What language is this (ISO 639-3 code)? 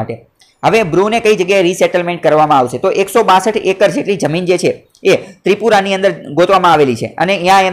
guj